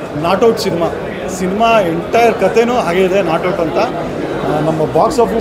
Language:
Kannada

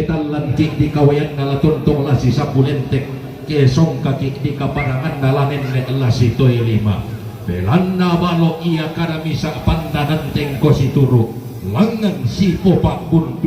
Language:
Toraja-Sa'dan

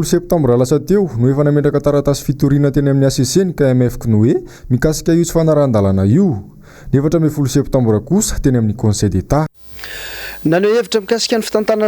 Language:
Malagasy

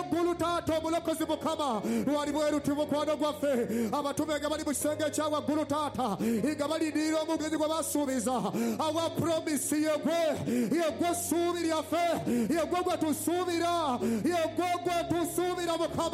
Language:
Ganda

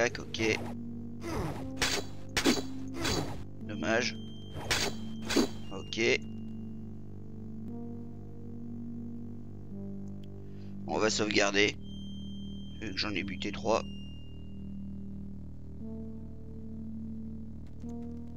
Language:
French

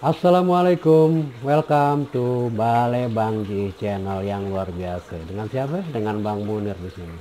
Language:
Betawi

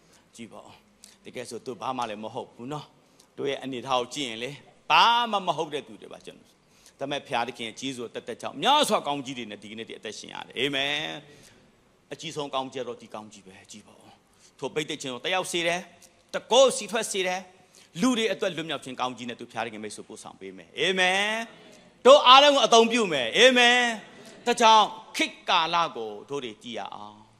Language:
Burmese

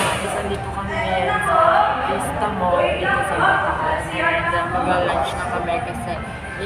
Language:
Filipino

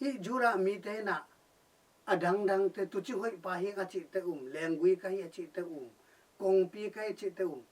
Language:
Tedim Chin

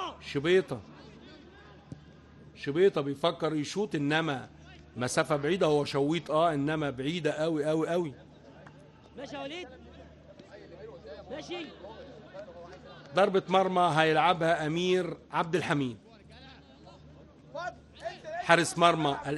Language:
Egyptian Arabic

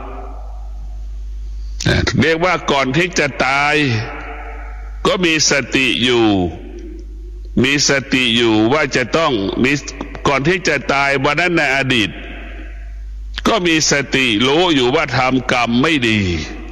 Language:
Thai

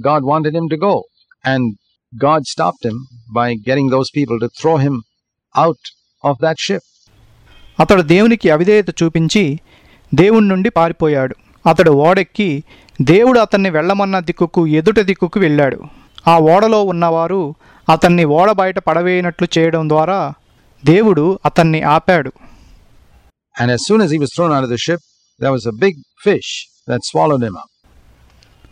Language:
Telugu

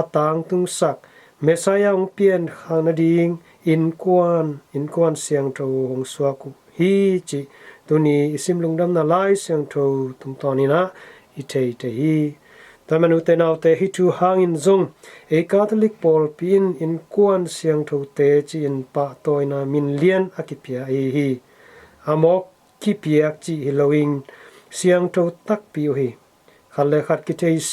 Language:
Tedim Chin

